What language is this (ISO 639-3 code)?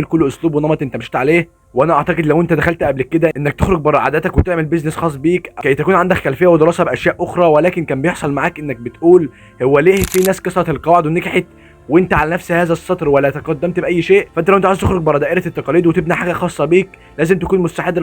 arz